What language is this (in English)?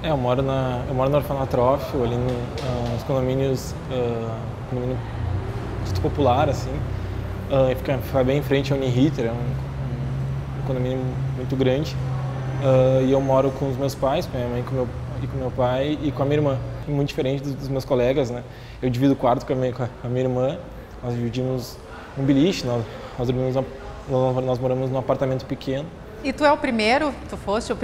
Portuguese